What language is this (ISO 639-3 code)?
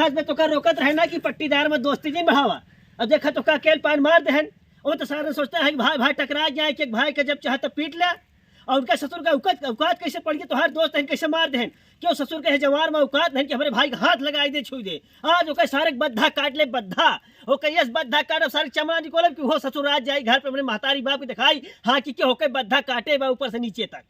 awa